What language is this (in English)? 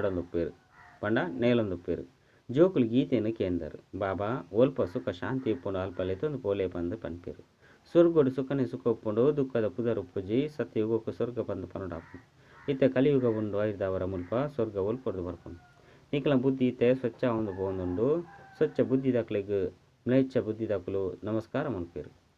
Tulu